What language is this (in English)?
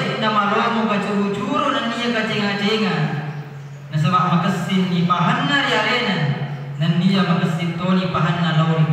Buginese